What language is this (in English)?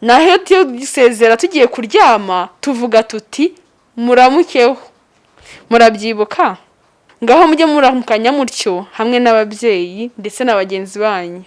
Kinyarwanda